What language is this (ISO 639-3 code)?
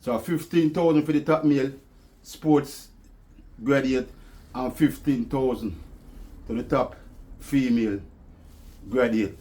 jam